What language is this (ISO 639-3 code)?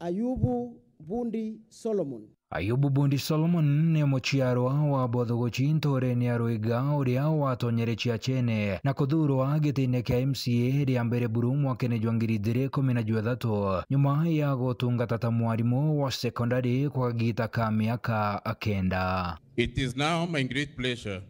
mer